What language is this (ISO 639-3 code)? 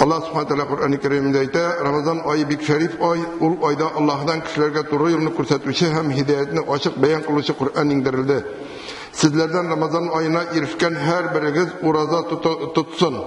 tat